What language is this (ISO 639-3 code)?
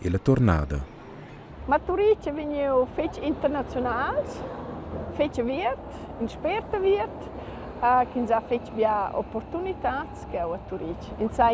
roh